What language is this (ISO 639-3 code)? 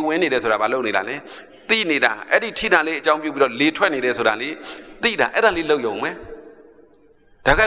mya